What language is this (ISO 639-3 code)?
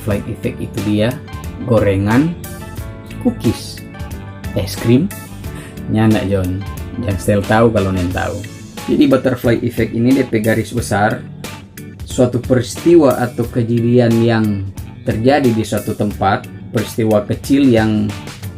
xmm